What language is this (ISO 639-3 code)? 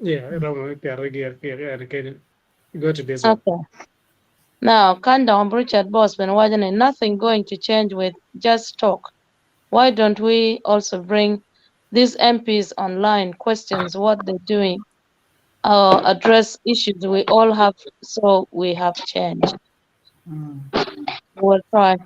ach